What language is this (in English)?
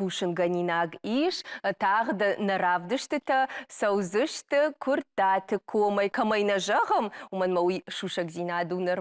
Ossetic